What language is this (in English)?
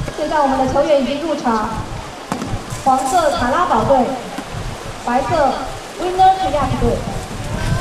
Chinese